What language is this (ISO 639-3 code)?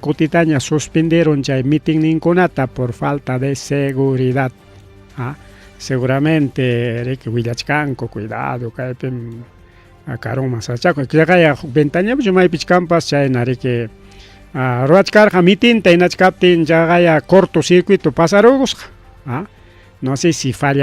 quy